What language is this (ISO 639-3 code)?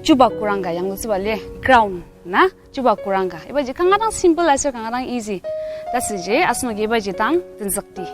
njo